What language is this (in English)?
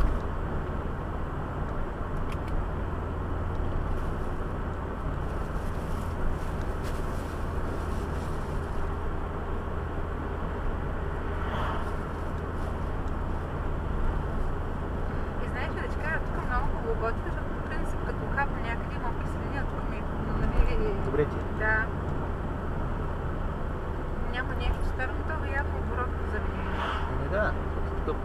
Bulgarian